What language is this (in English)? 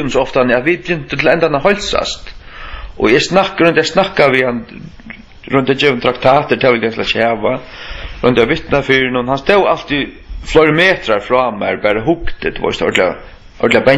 Faroese